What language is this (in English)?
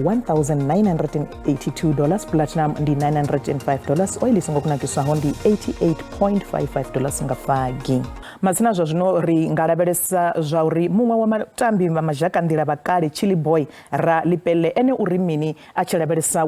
Venda